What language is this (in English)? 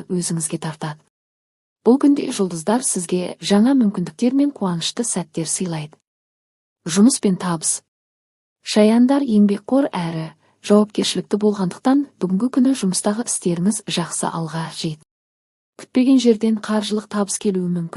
Kazakh